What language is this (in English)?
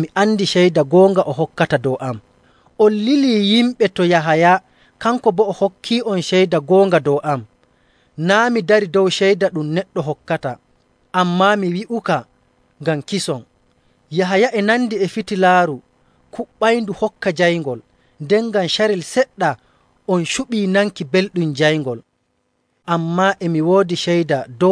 Nigerian Fulfulde